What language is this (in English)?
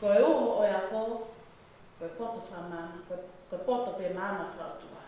Tongan